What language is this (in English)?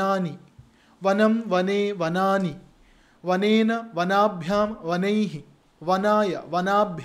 Sanskrit